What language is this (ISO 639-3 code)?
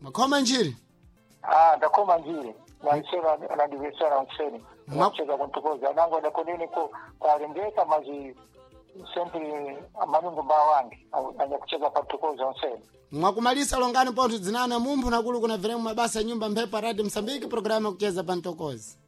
seh